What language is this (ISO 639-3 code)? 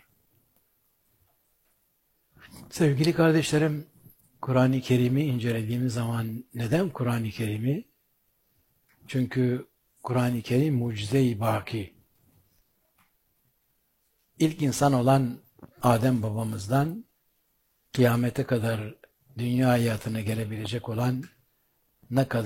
tur